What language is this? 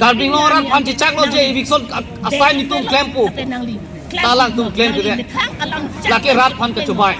Karbi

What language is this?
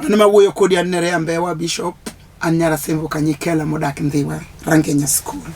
Luo (Kenya and Tanzania)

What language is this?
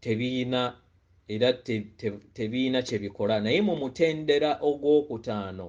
Ganda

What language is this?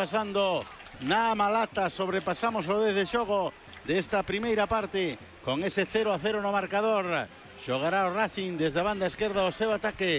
Galician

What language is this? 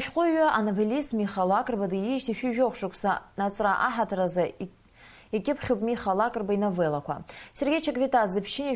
Abkhazian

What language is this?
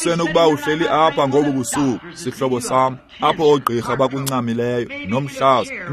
Xhosa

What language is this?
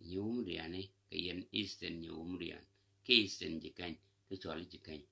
Nuer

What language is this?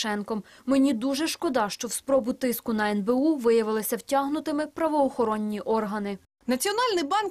Ukrainian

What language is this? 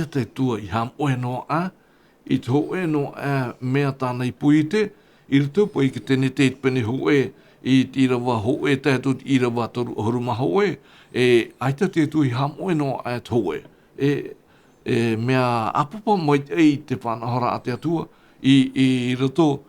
Tahitian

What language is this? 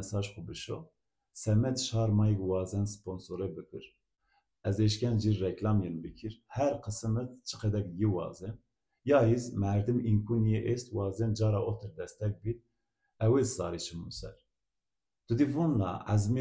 Zaza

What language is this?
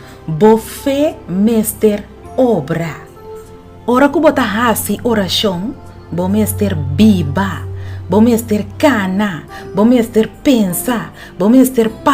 Papiamento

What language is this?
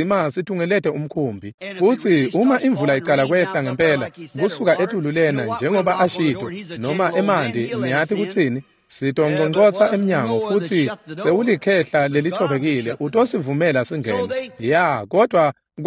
Swati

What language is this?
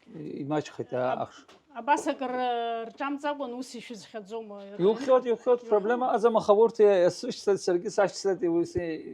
Abkhazian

